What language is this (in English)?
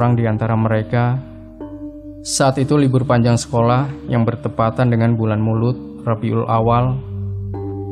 Indonesian